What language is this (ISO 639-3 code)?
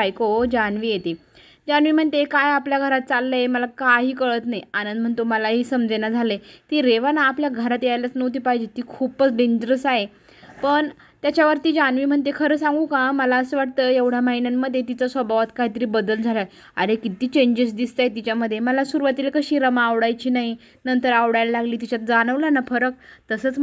mar